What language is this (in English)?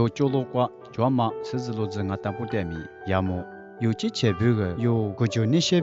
Lisu